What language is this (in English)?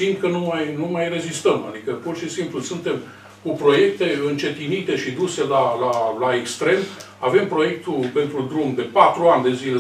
Romanian